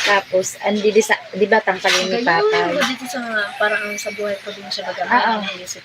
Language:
Bikol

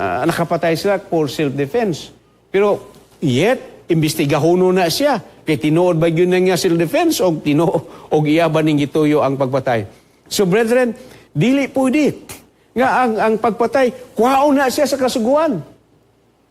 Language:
Cebuano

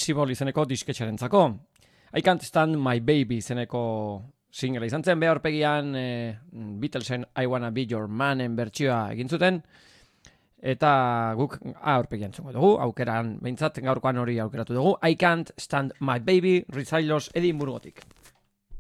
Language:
Basque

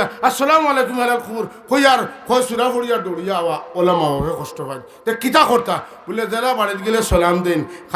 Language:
Sylheti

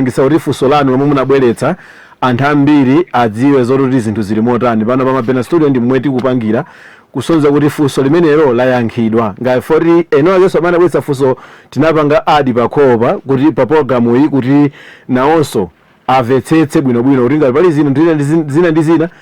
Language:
Nyanja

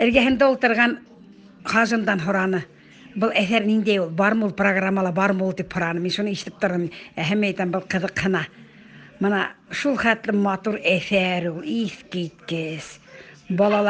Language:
Bashkir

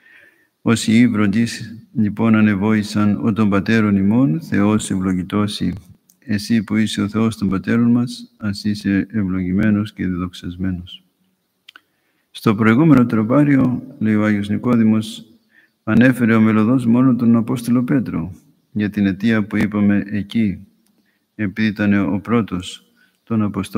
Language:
Greek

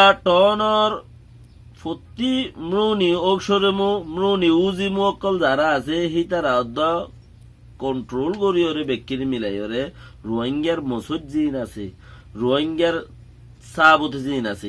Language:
Rohingya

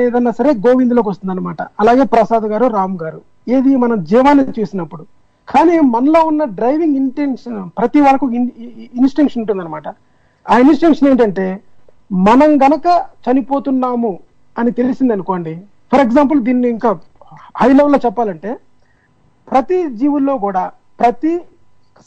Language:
Telugu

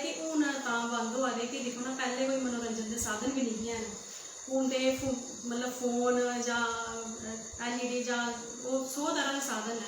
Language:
Dogri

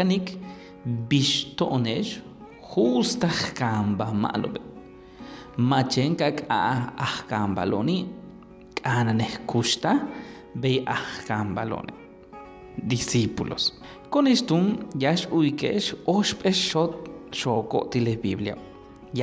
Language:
Yucateco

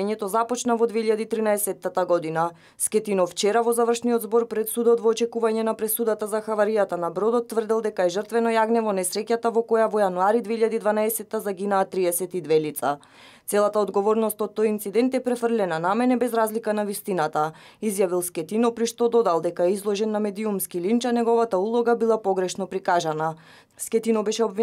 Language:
Macedonian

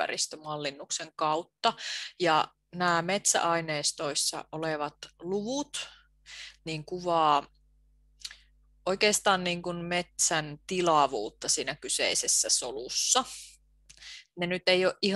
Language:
Finnish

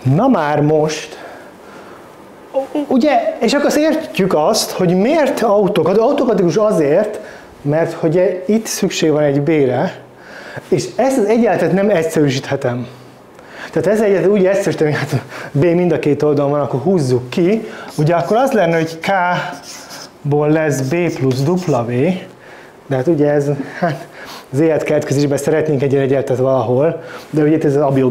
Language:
Hungarian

